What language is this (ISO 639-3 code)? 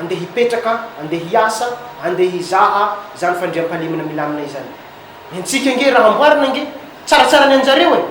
mlg